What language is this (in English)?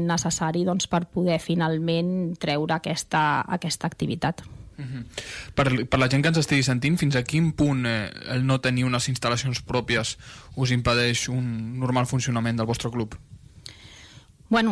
Catalan